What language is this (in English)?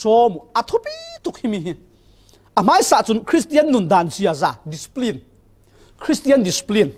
Falam Chin